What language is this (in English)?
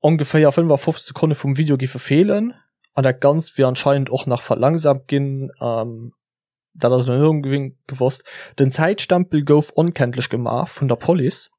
Luxembourgish